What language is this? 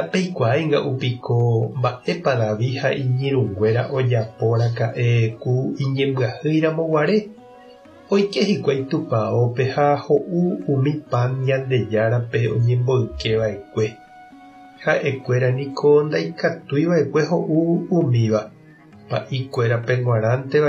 Guarani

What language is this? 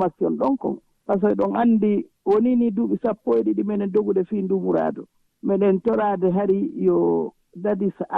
Fula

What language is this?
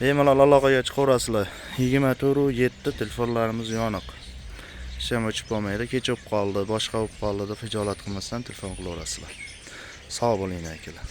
Uzbek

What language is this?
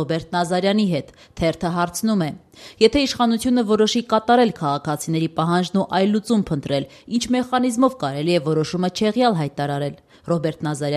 Armenian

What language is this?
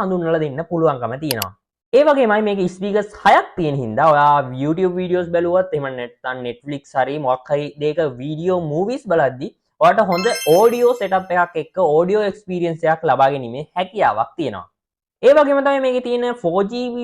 Sinhala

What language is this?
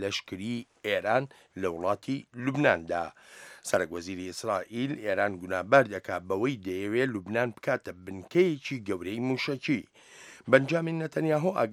Central Kurdish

